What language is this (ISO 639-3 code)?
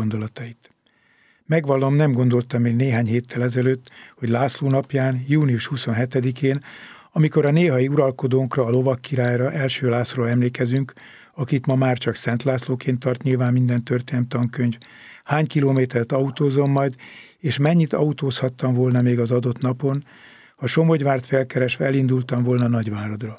hun